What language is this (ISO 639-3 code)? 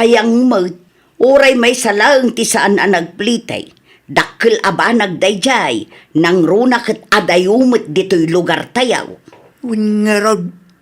ilo